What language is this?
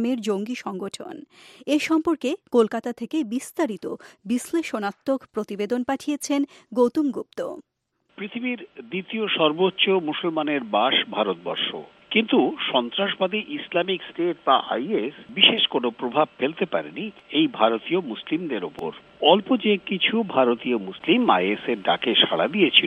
Bangla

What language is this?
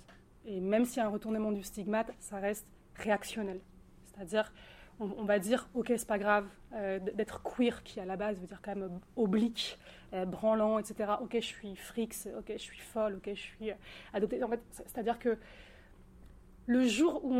French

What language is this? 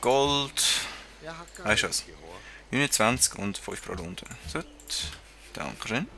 Swiss German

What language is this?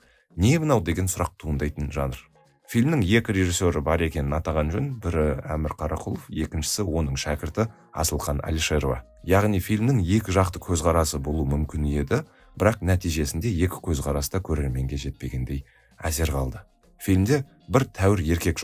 Kazakh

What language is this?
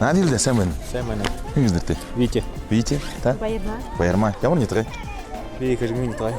Buriat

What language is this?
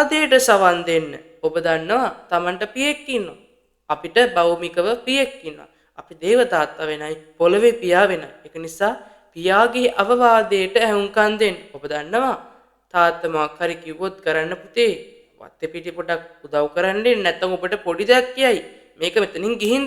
Sinhala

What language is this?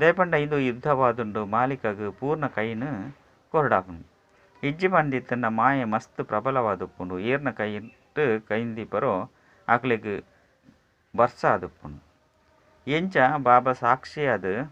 Tulu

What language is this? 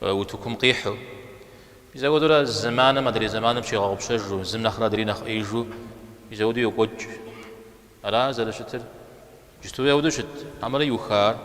Kabardian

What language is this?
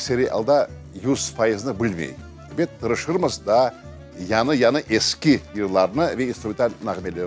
Crimean Tatar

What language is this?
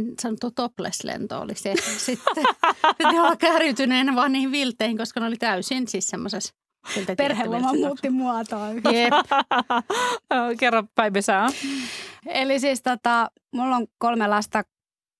Finnish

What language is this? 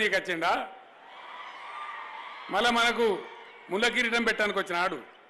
Telugu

